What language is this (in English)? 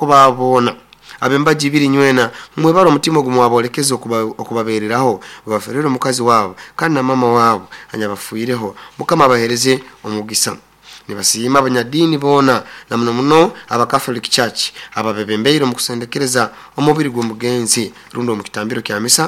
Nyoro